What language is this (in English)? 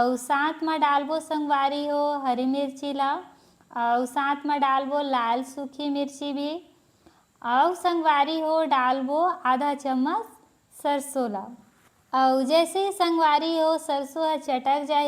Chhattisgarhi